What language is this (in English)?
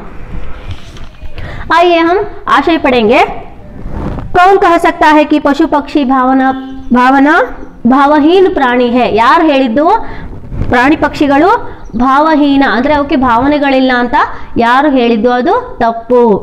Kannada